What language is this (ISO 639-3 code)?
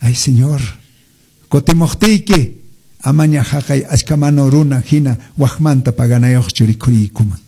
que